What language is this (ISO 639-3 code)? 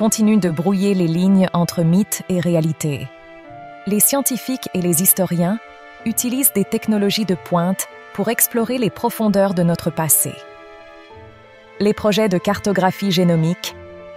fra